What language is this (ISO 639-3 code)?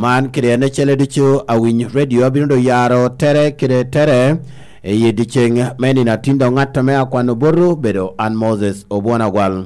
laj